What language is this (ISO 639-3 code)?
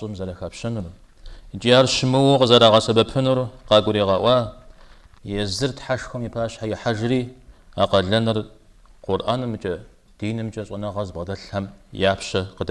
kbd